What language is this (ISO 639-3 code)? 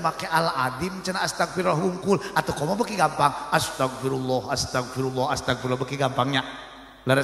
sun